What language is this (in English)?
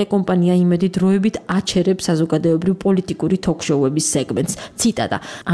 Georgian